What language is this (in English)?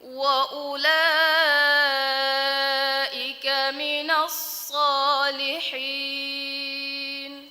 Divehi